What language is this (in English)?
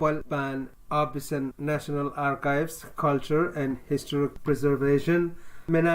Pohnpeian